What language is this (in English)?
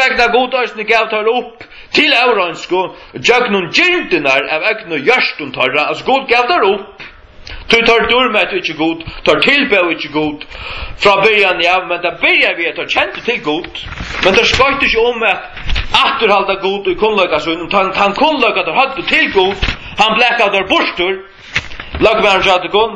Faroese